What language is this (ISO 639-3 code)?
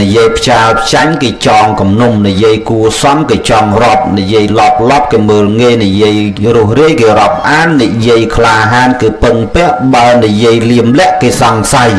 khm